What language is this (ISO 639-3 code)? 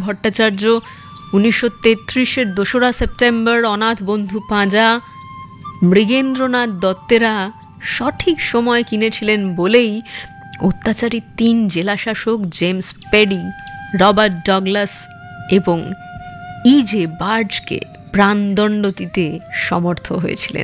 ben